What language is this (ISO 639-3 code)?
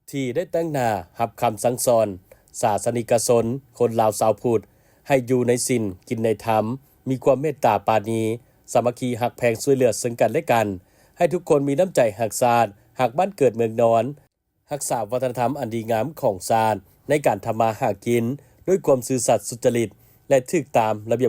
lao